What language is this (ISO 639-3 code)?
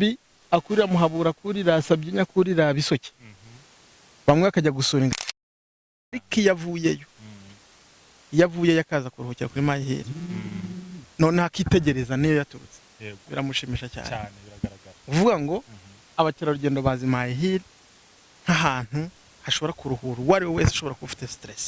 kin